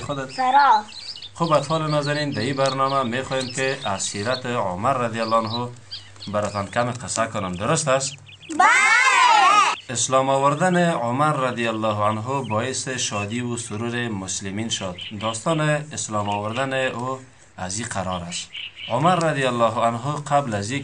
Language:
Tajik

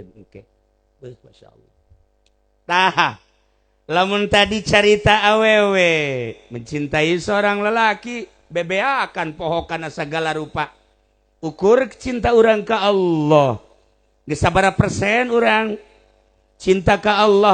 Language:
Sundanese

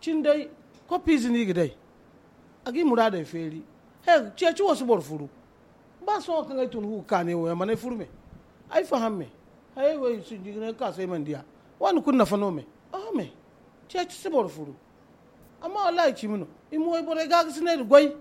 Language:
Zarma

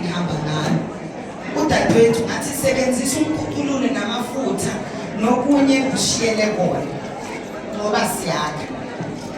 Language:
Zulu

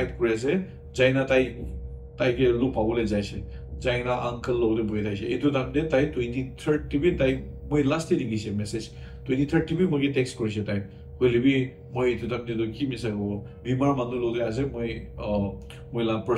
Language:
Naga Pidgin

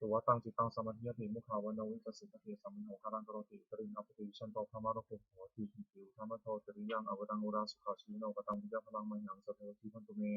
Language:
Pali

